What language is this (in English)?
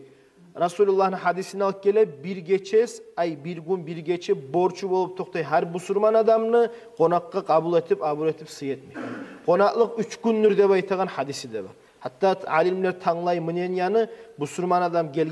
Kumyk